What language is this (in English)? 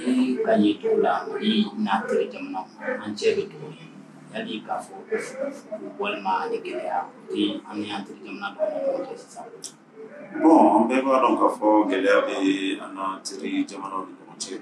Bambara